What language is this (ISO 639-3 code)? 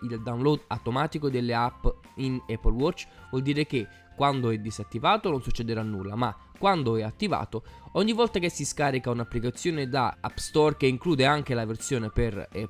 ita